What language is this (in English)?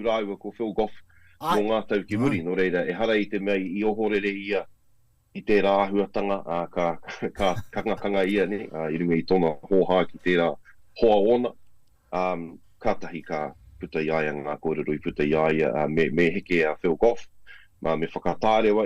Māori